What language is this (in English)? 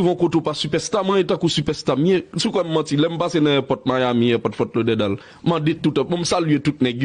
Haitian Creole